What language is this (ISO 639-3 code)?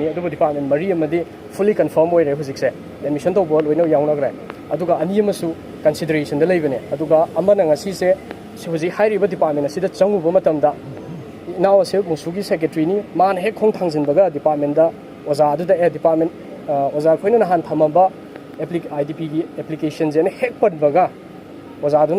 mni